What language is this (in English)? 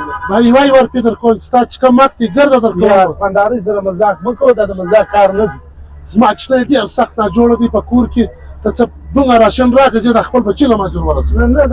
Pashto